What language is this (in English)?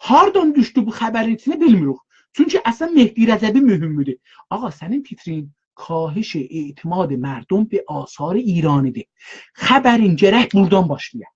South Azerbaijani